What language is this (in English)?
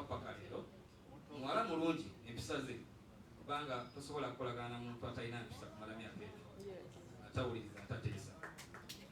Ganda